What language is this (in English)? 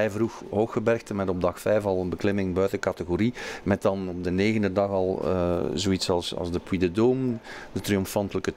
Dutch